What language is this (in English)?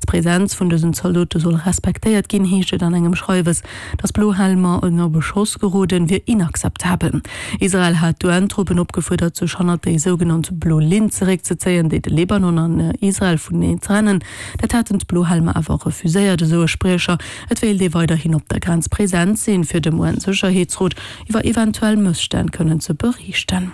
Luxembourgish